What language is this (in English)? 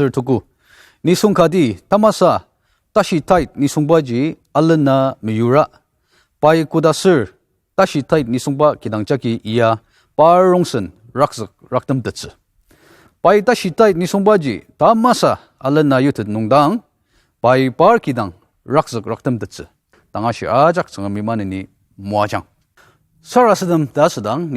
Ao Naga